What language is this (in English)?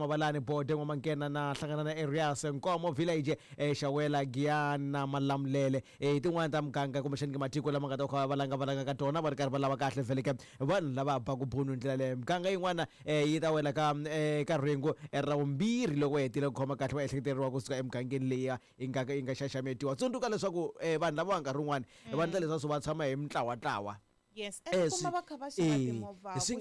Tsonga